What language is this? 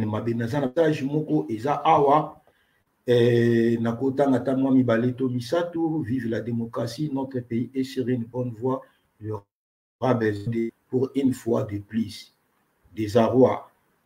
Lingala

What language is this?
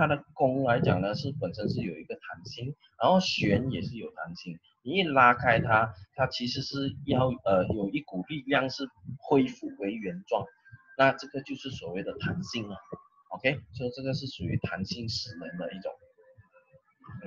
Chinese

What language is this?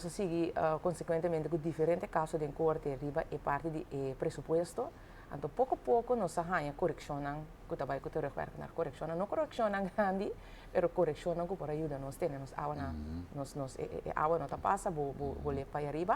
Papiamento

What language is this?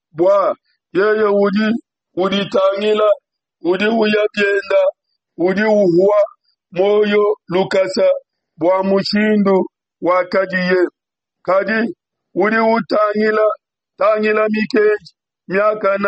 Luba-Lulua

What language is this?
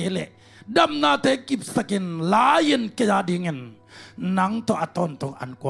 Tedim Chin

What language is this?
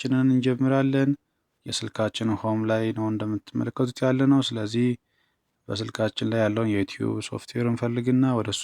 Amharic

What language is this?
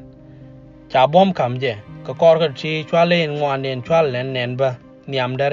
Nuer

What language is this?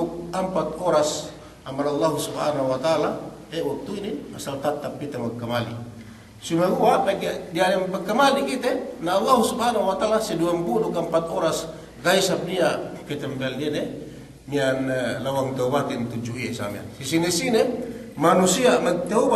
Yakan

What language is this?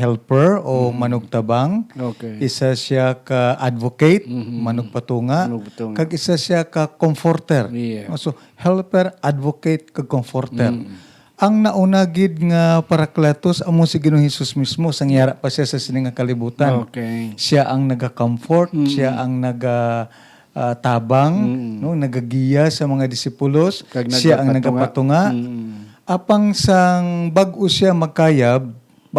Hiligaynon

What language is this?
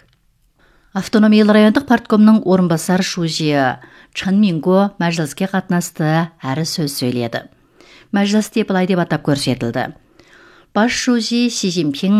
Kazakh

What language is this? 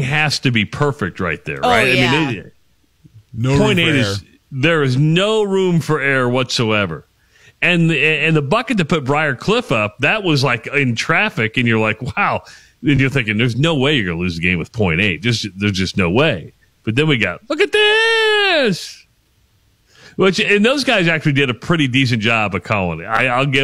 English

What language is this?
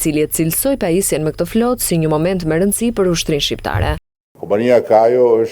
Albanian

